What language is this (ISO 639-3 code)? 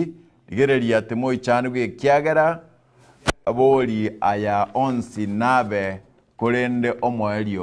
guz